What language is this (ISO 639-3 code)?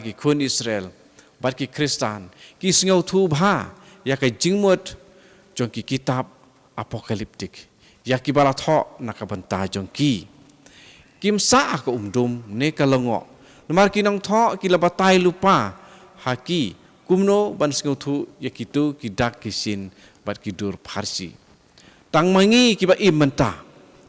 kha